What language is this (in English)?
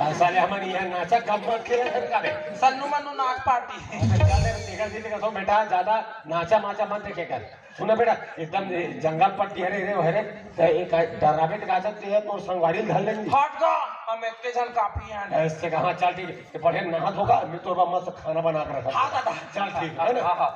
Chhattisgarhi